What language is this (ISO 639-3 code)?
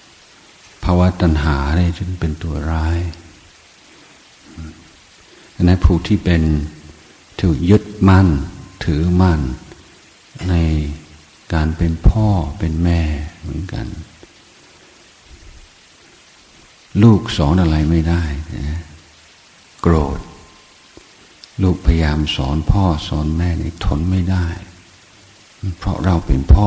tha